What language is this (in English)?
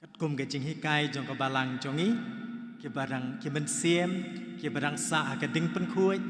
Khasi